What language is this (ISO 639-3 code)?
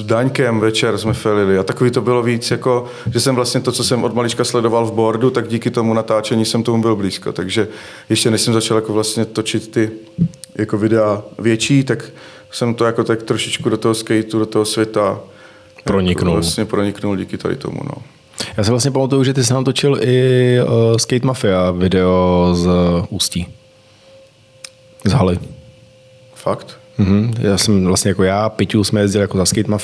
ces